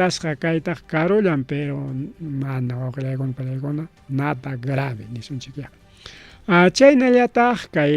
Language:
Ayacucho Quechua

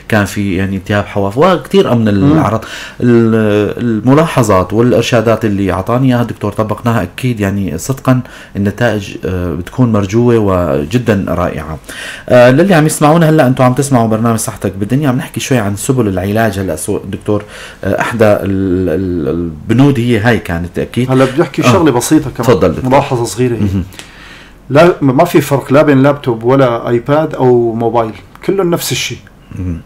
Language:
North Levantine Arabic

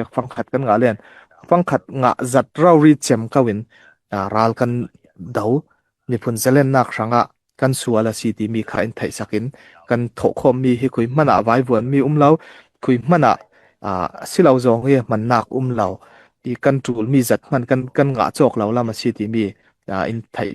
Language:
Falam Chin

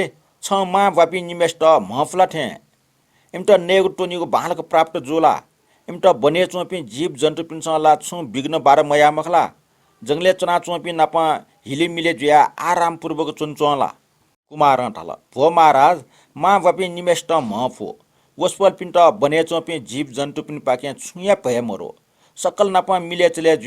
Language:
Newari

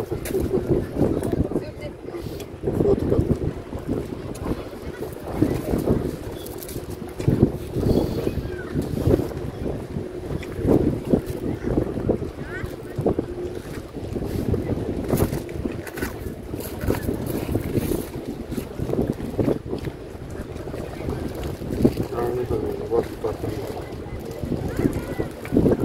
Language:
Croatian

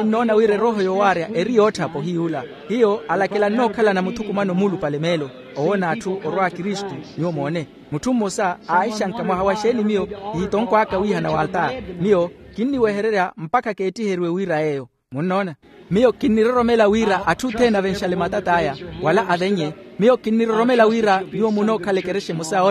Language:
Makhuwa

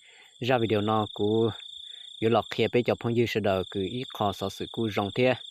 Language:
Hmong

